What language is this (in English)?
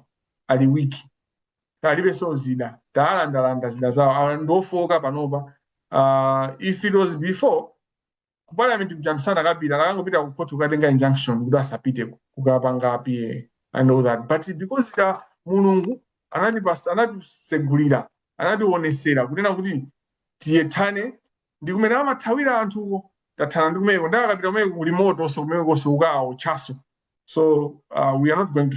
Nyanja